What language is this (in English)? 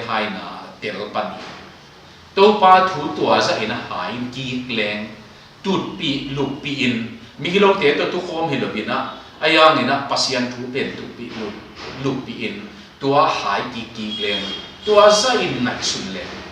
Tedim Chin